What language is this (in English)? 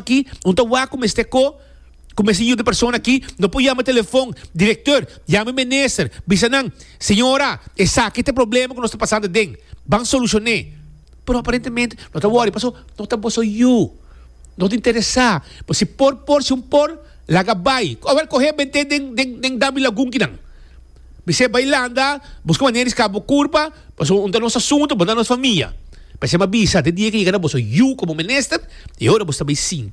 Papiamento